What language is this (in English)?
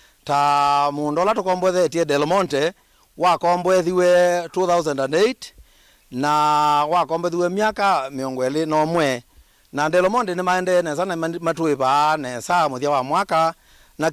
Kamba